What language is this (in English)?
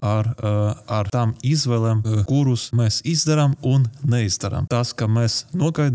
Latvian